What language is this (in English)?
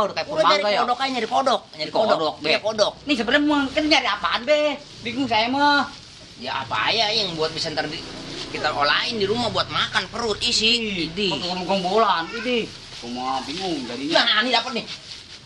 Betawi